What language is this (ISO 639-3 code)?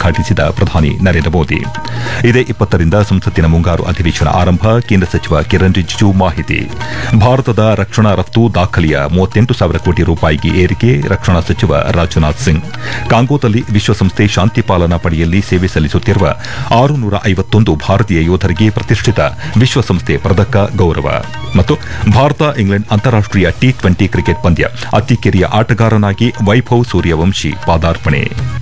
kan